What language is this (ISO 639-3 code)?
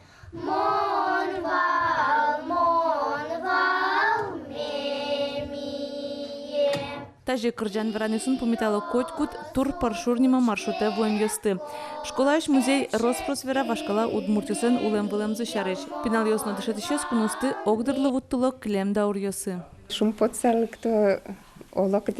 udm